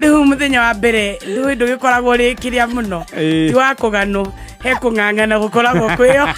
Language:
Kikuyu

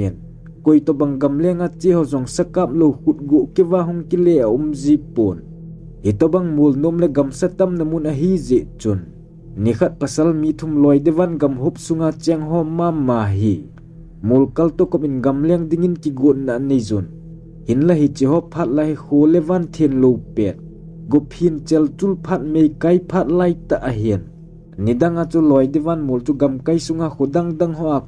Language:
Thado Chin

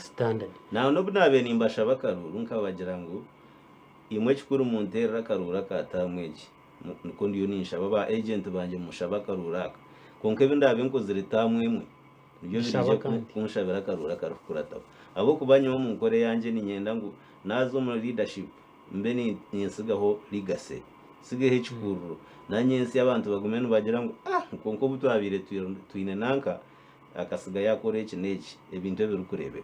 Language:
Nyankole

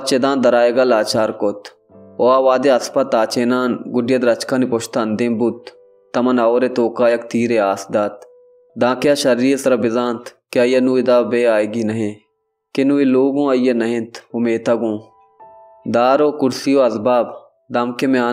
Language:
Baluchi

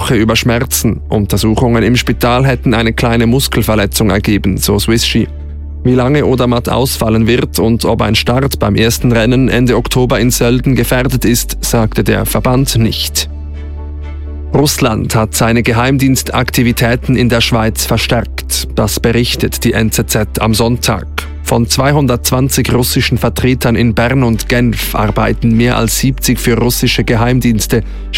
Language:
German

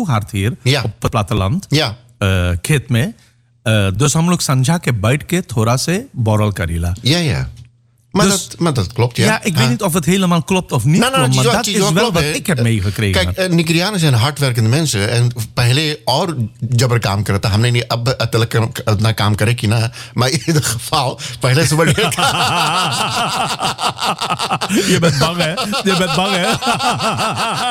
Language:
Dutch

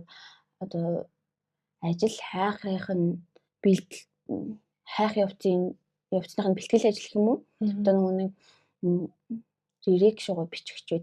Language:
Mongolian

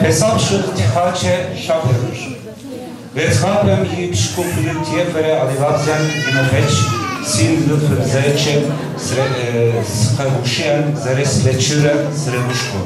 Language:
Kabardian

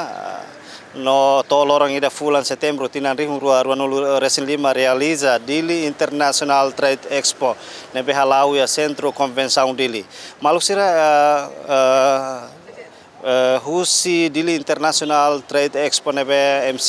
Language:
Tetum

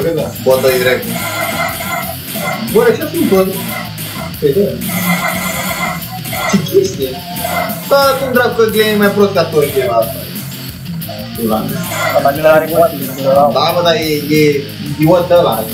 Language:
Romanian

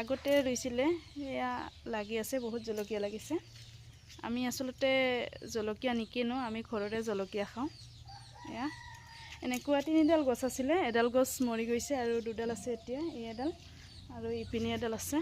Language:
Assamese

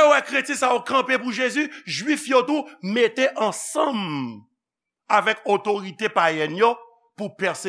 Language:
Haitian Creole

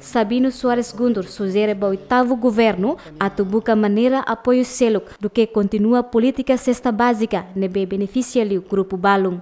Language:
Tetum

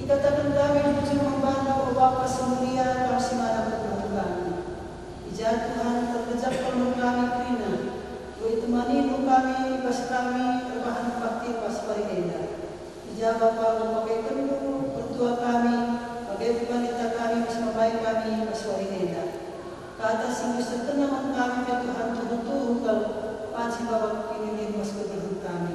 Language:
Batak Karo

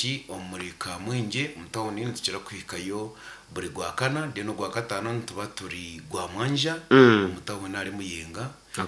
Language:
Nyankole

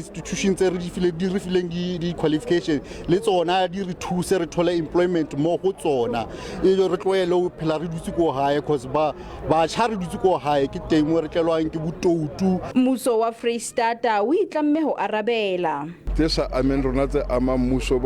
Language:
Southern Sotho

